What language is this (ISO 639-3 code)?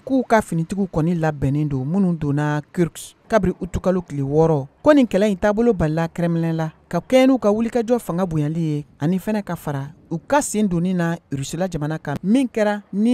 bam